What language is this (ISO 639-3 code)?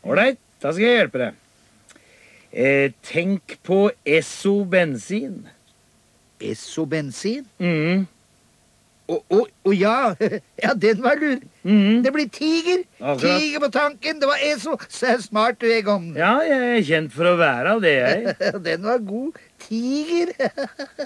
nor